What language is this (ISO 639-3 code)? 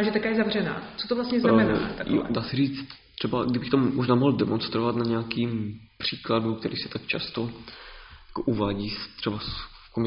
ces